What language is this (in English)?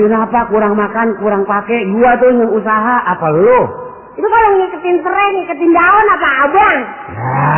Betawi